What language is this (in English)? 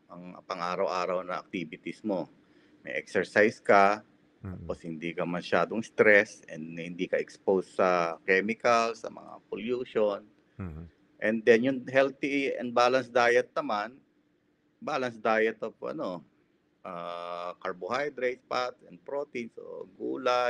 Filipino